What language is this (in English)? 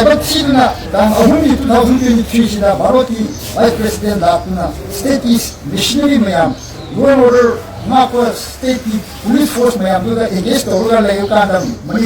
Manipuri